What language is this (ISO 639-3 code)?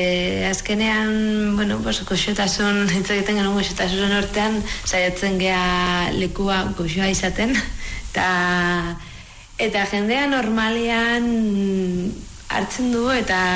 eus